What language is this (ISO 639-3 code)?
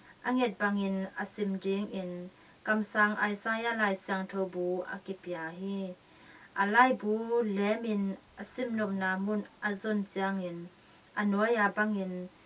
ctd